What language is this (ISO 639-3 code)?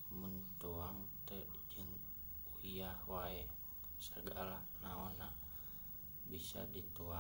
sun